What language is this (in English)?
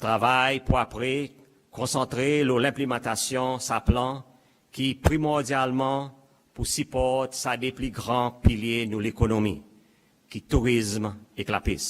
Seselwa Creole French